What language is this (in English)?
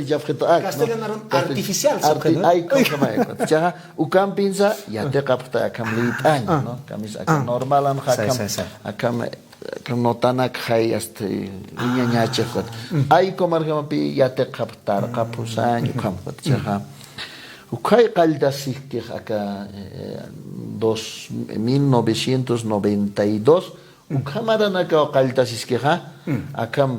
Aymara